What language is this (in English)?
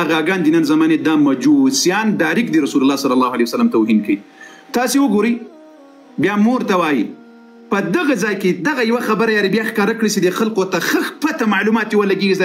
Pashto